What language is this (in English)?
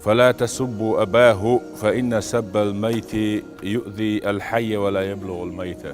Chechen